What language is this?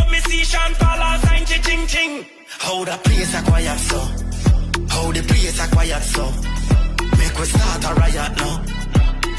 Jamaican Creole English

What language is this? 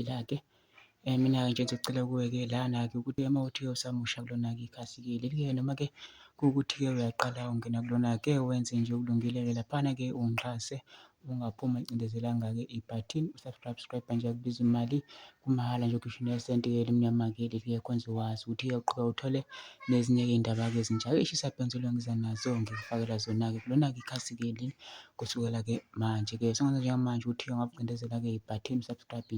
Zulu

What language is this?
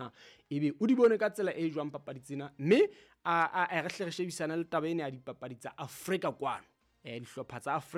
Southern Sotho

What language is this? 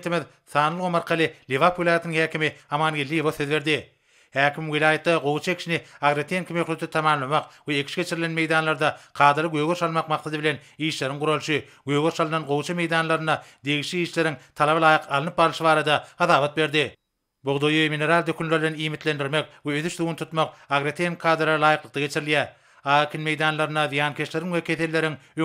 Turkmen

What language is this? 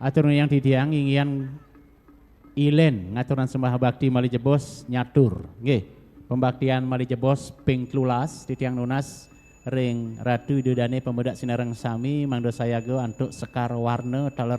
Balinese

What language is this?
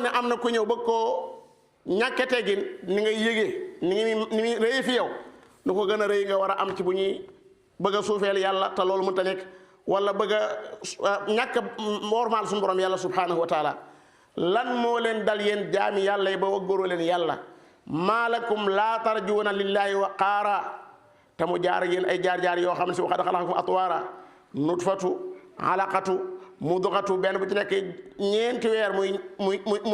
Wolof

